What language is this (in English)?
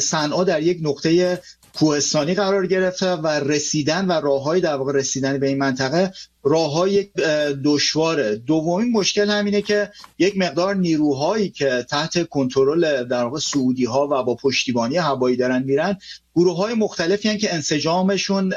Persian